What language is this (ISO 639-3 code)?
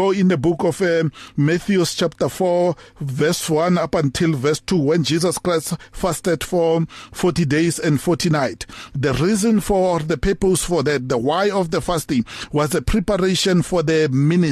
eng